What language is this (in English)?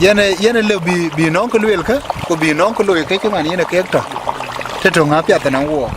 Dinka